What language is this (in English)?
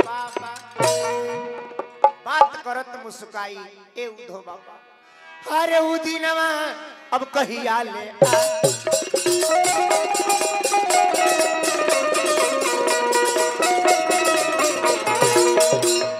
Bhojpuri